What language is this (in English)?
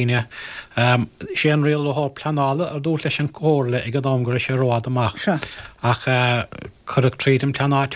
Irish